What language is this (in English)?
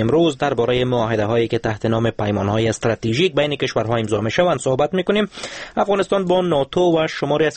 Persian